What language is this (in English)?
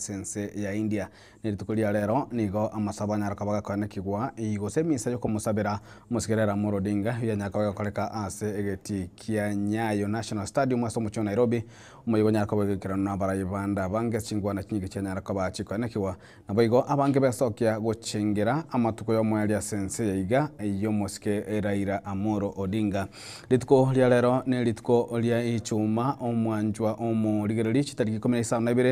Gusii